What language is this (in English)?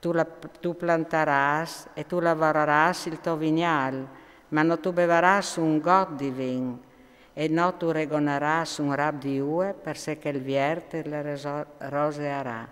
Friulian